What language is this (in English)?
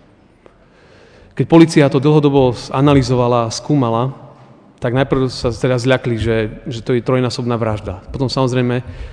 Slovak